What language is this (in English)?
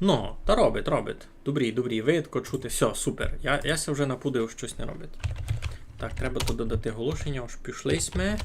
Rusyn